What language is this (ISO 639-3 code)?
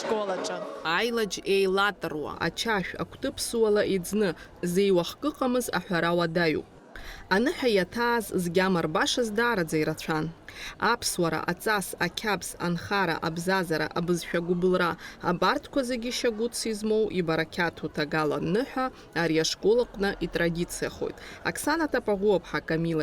abk